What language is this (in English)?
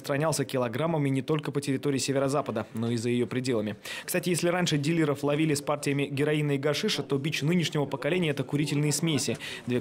Russian